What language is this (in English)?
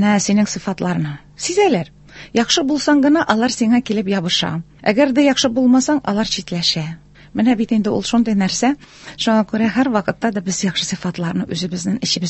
Tatar